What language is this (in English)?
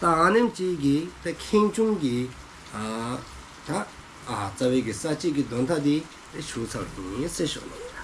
Dzongkha